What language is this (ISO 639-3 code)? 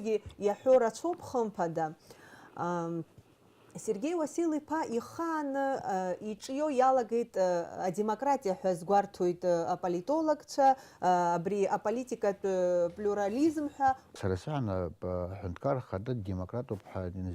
abk